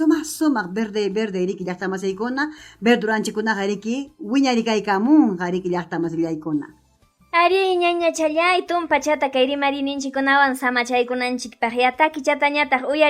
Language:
Ayacucho Quechua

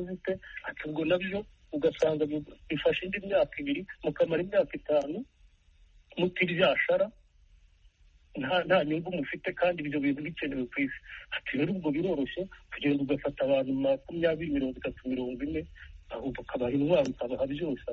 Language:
Kinyarwanda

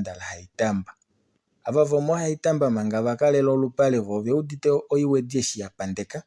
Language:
Kuanyama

